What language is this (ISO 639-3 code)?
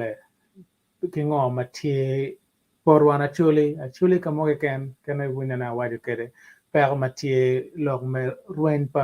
ach